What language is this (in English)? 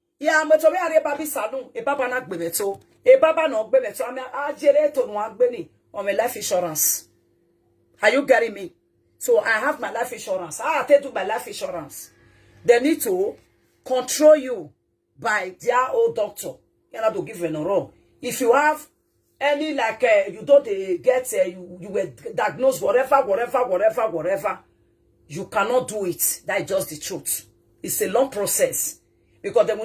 Nigerian Pidgin